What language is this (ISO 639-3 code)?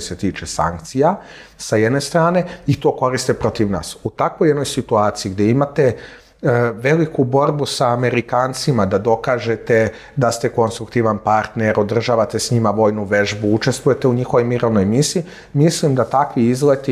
srp